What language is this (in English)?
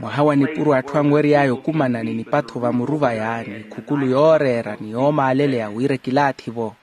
Makhuwa